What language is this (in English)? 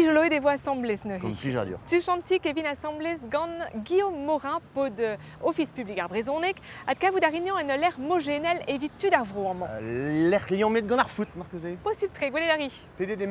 Breton